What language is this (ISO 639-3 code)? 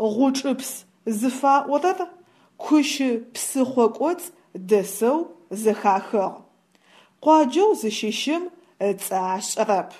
ady